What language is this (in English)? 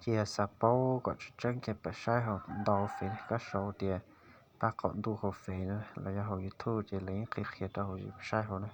Hmong